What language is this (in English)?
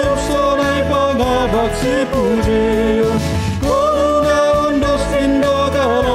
Batak Simalungun